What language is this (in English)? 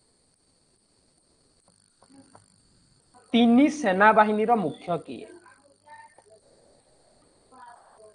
Odia